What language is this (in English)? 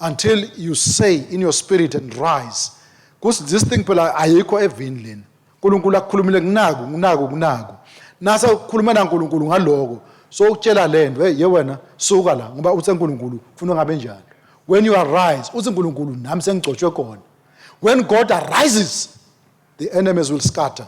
Swati